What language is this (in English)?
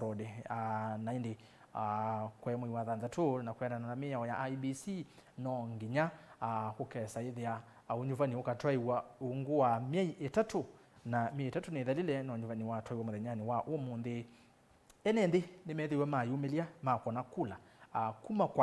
Kamba